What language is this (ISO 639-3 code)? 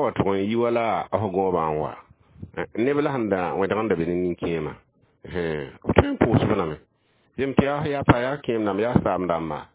mos